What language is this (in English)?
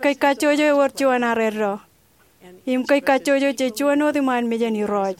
Marshallese